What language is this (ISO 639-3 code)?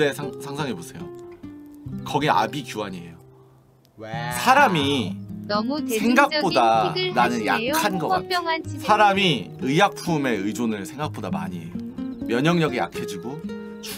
kor